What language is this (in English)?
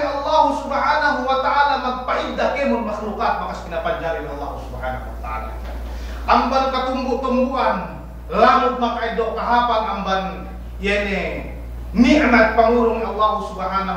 Yakan